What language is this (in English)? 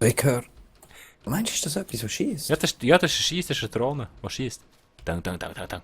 Swiss German